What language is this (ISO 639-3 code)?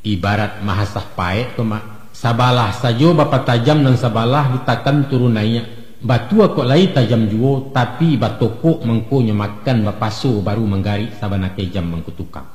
min